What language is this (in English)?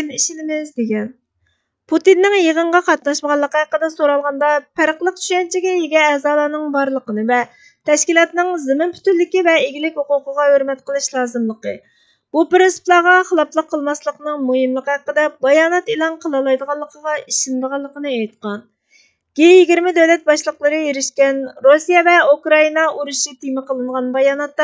Uyghur